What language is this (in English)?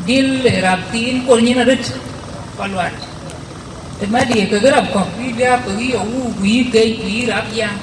Dinka